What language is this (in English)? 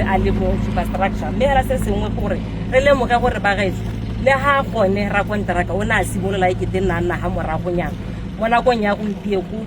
Tswana